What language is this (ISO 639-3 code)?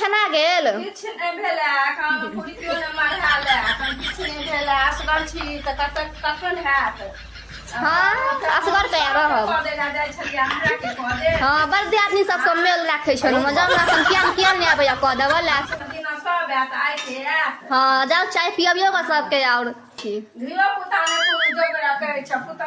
mai